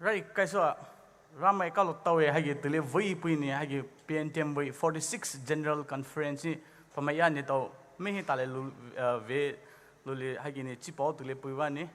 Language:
Poumei Naga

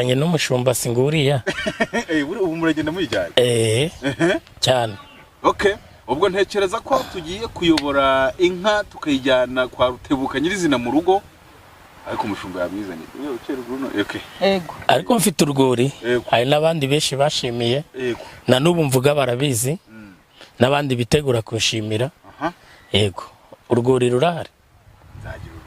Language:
Kinyarwanda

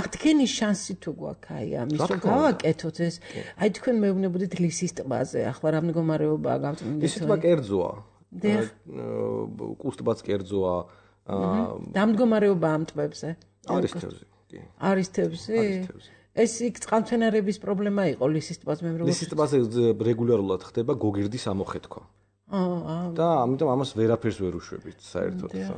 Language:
Georgian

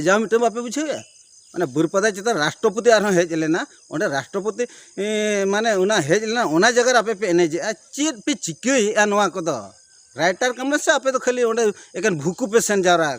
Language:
Santali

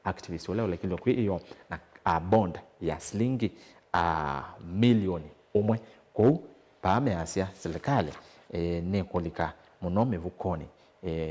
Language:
Kamba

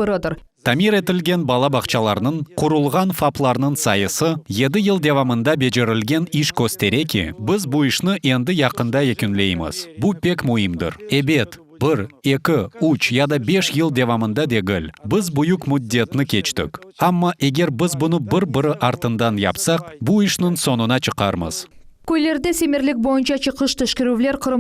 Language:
Crimean Tatar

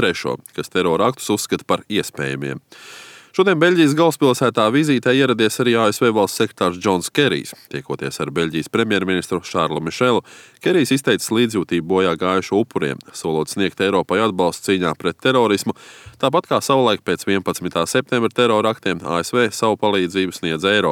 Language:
Latvian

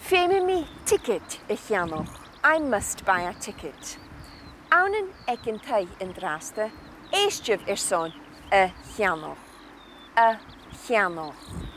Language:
Scottish Gaelic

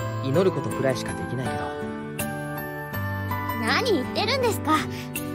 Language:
Japanese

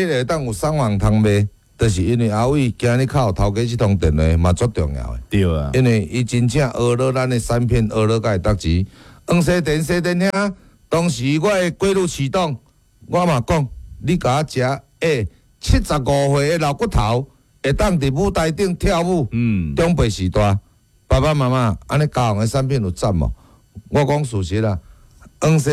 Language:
Min Nan Chinese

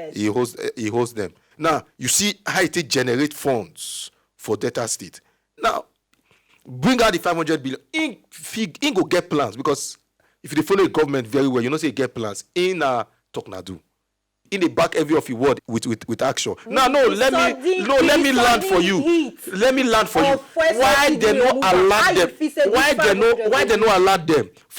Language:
Nigerian Pidgin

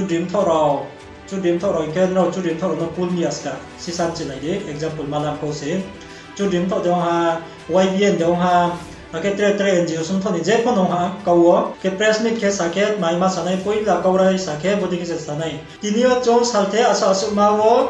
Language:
Riang (India)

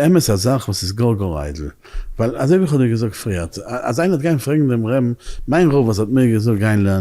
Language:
Yiddish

